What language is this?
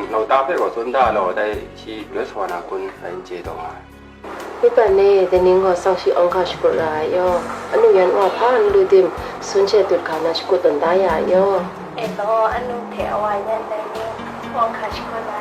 Kachin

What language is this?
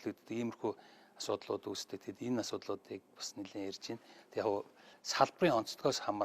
Mongolian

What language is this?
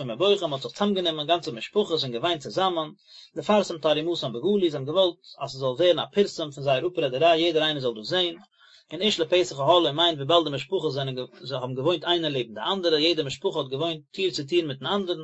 Yiddish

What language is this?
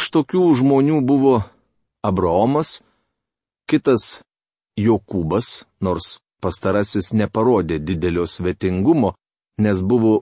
Lithuanian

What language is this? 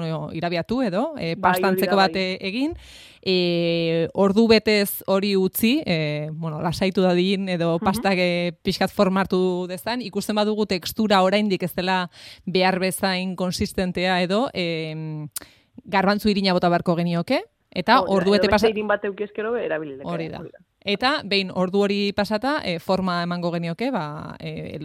Basque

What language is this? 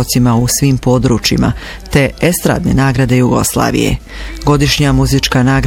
Bosnian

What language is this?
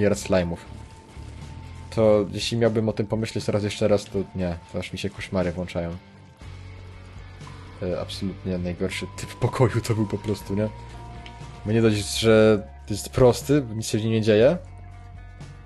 Polish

